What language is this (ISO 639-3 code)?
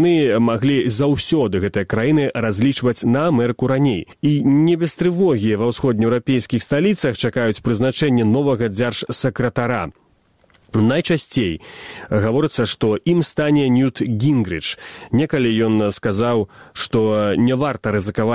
bel